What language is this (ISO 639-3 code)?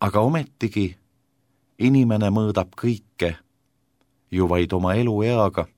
est